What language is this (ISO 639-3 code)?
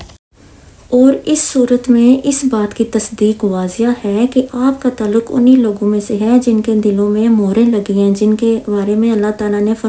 urd